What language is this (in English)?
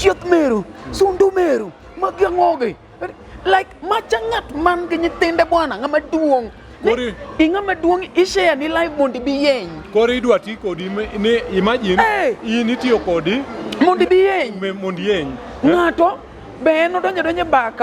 Luo (Kenya and Tanzania)